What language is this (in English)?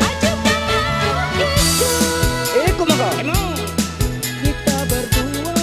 Makasar